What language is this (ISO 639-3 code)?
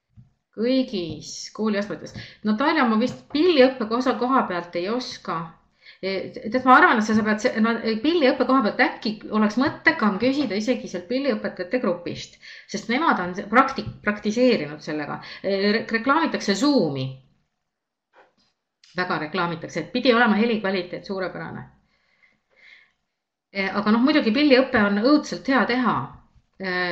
est